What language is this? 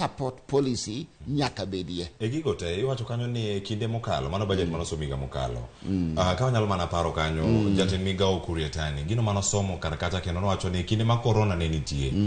Luo (Kenya and Tanzania)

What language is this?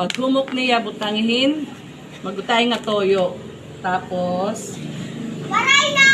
Waray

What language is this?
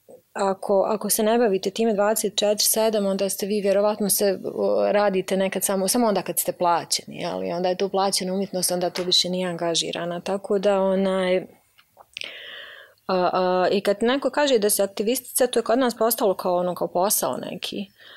Bosnian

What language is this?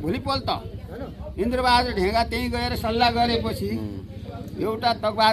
Nepali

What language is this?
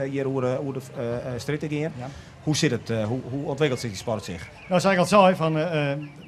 Western Frisian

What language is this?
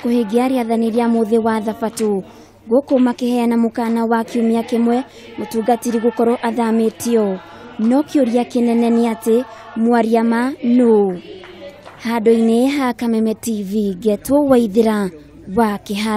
Kikuyu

